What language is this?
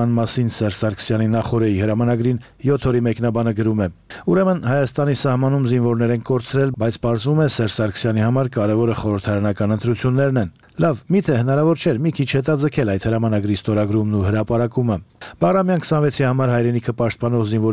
Armenian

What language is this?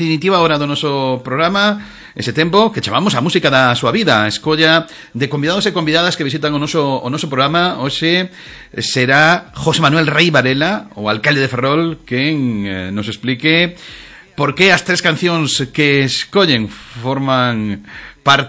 Galician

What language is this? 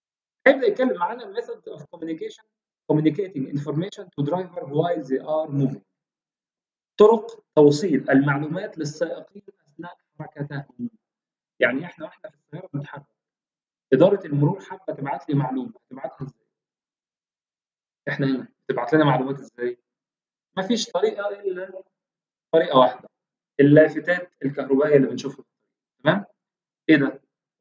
Egyptian Arabic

